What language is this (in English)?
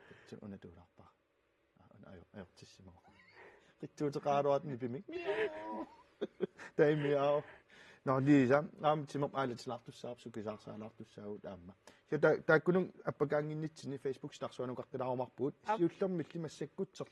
Kalaallisut